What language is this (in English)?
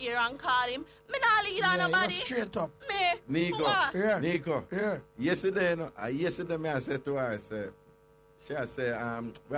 Jamaican Creole English